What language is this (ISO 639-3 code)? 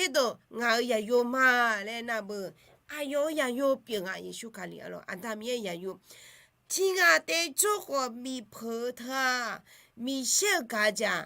ahk